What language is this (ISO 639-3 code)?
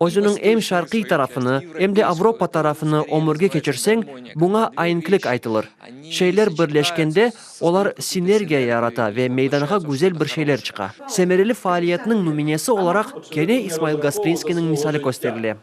crh